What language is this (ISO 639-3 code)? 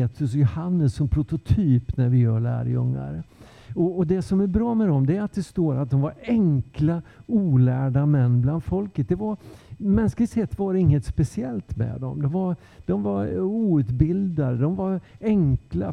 swe